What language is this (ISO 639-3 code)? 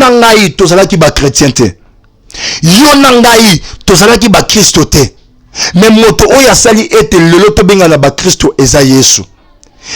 lin